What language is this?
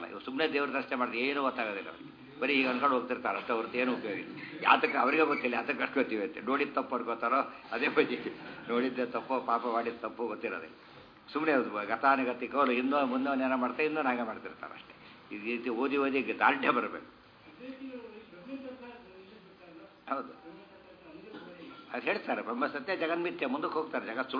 Kannada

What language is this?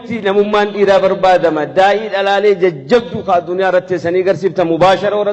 Oromo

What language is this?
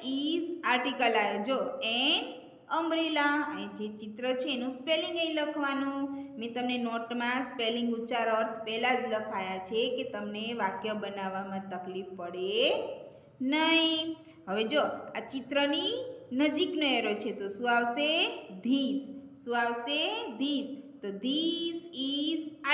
Gujarati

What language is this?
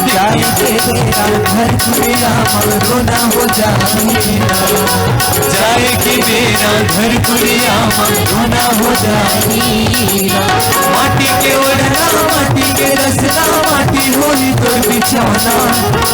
Chhattisgarhi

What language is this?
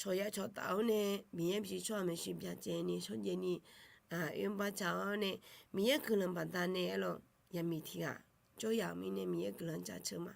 Akha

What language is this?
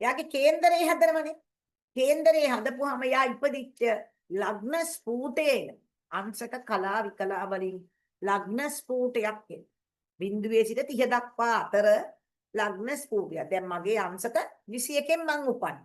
Sinhala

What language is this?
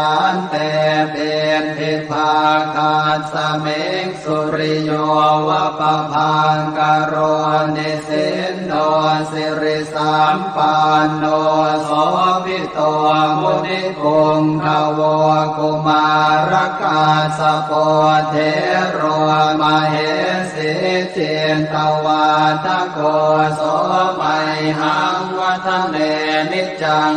Pali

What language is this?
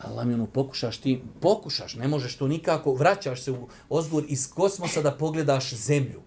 Bosnian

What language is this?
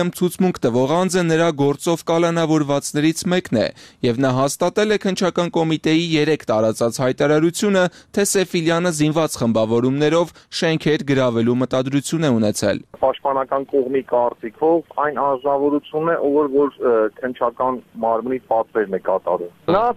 Armenian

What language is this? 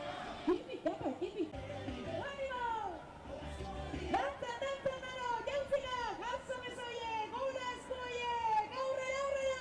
Basque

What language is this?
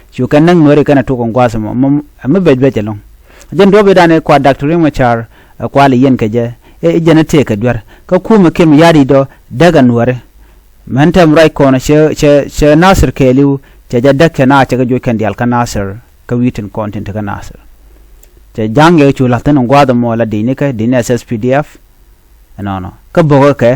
Nuer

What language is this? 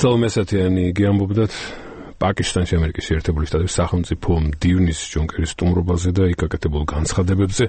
Georgian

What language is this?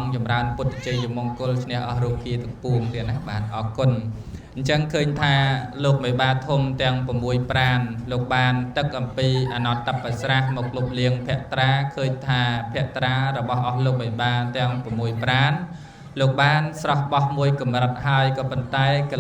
Khmer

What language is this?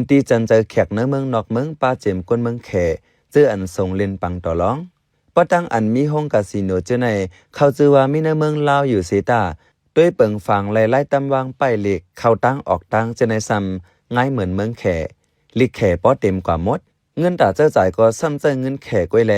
Shan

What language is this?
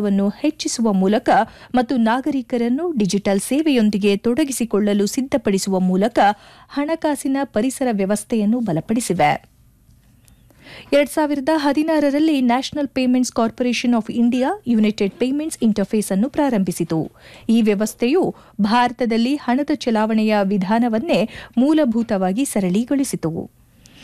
Kannada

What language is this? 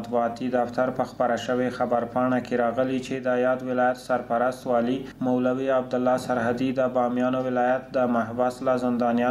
Pashto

